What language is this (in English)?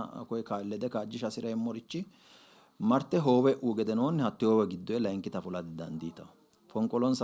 Sidamo